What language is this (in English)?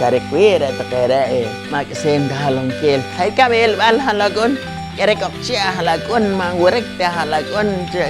Poqomchi'